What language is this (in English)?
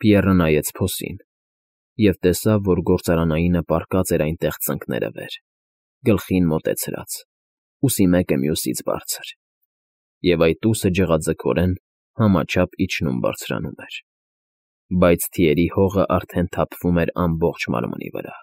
Armenian